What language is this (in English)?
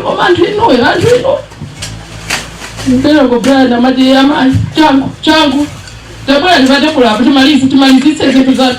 Nyanja